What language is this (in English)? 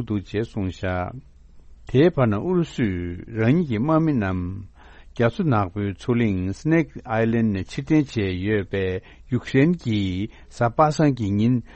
Tibetan